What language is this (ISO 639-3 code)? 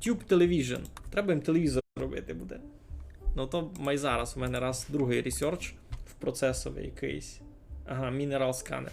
rue